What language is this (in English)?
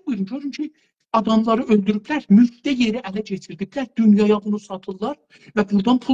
South Azerbaijani